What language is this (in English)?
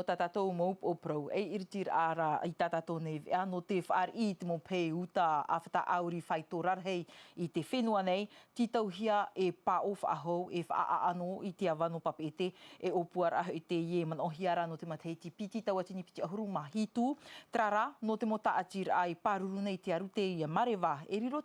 Tahitian